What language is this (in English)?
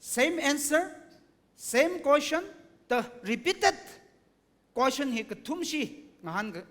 Tangkhul Naga (India)